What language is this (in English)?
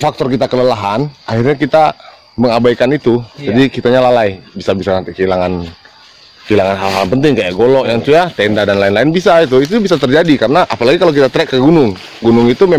Indonesian